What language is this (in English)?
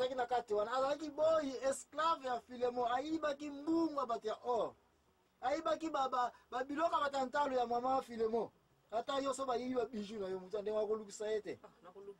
Lingala